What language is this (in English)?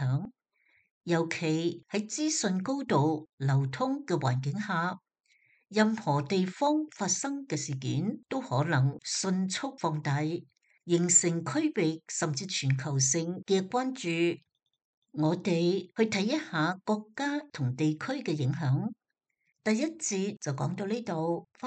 Cantonese